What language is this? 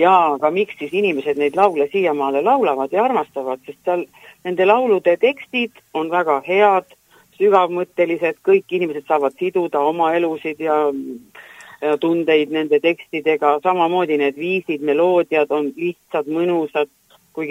Estonian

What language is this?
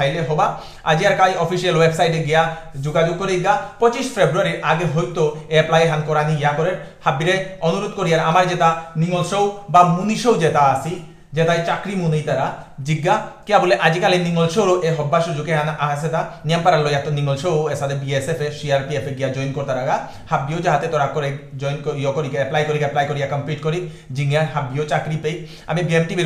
Bishnupriya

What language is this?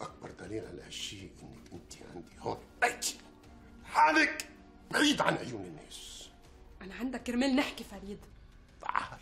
North Levantine Arabic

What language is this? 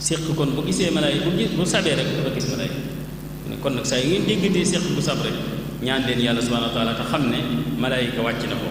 Wolof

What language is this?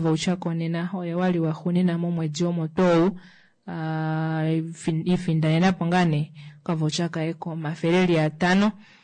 Kuanyama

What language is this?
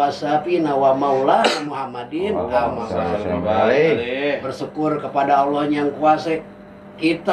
Betawi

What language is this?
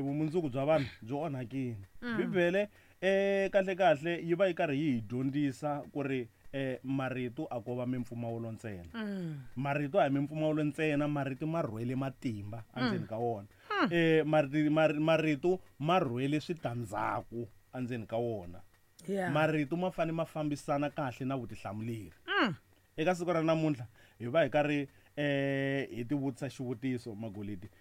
Tsonga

